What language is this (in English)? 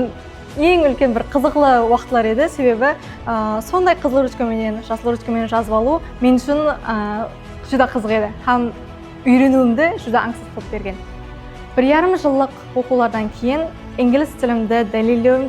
Kara-Kalpak